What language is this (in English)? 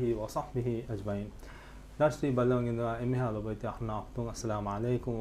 Divehi